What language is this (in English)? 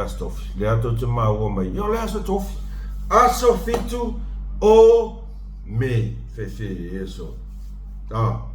Samoan